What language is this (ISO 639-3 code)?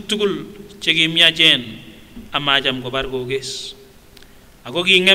sgc